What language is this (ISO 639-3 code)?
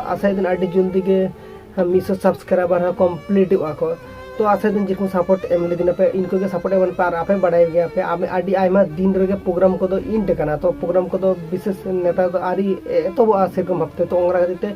sat